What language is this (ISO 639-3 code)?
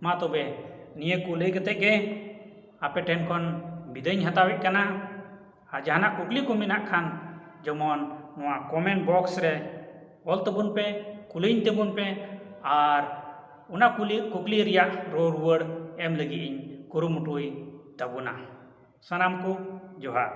sat